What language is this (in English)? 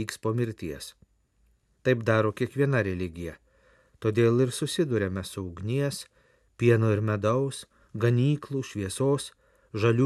Lithuanian